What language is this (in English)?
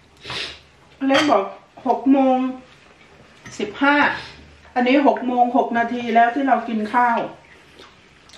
Thai